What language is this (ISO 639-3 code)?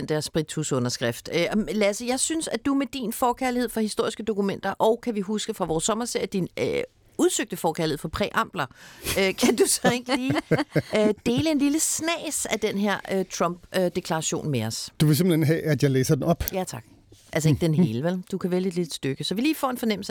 dan